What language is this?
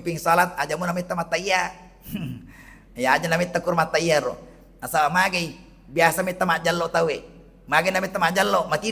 Buginese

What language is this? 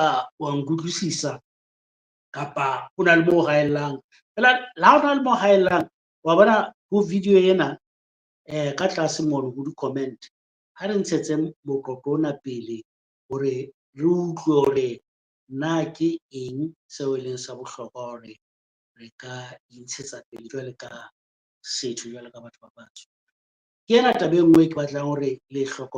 Southern Sotho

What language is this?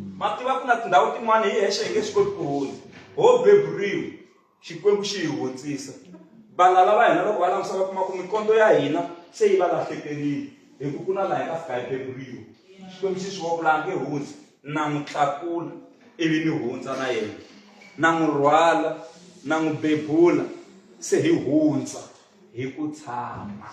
Tsonga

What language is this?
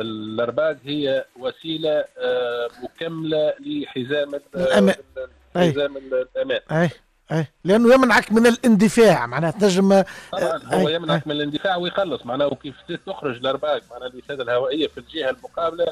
Tunisian Arabic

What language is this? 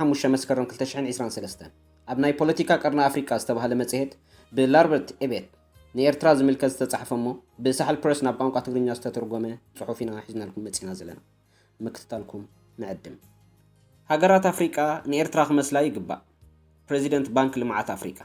Tigrinya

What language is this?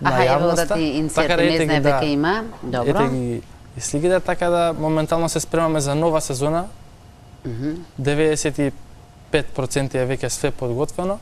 Macedonian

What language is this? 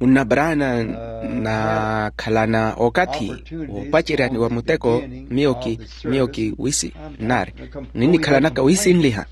Makhuwa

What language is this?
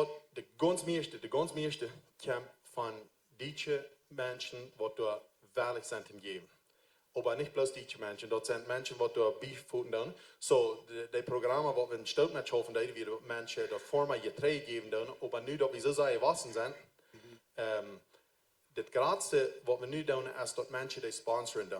Plautdietsch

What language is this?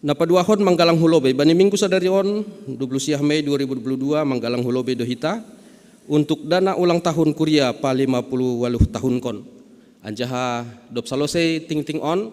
Batak Simalungun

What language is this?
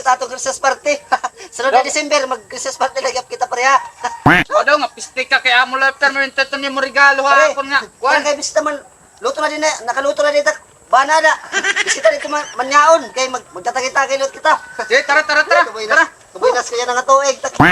Waray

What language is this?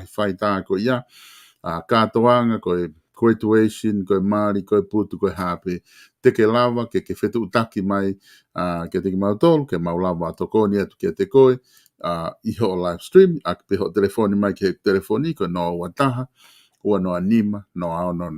Tongan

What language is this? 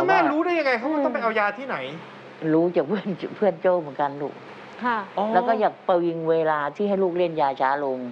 Thai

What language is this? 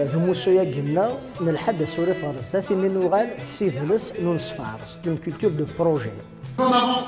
Kabyle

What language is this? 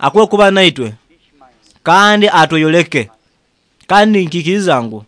Nyoro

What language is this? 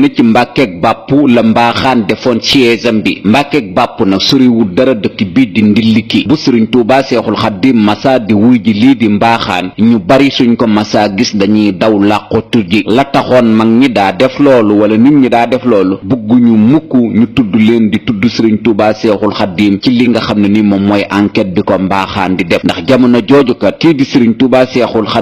Wolof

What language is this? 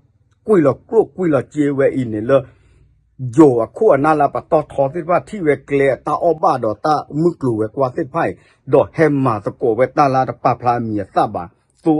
S'gaw Karen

